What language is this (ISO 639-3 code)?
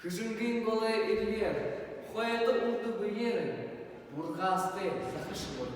bua